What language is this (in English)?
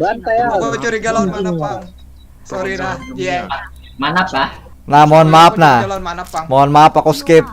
Banjar